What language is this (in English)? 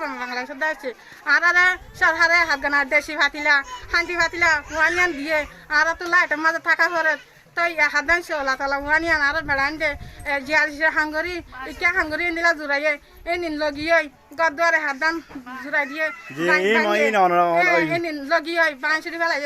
Rohingya